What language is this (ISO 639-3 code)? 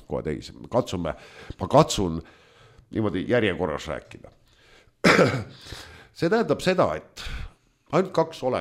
est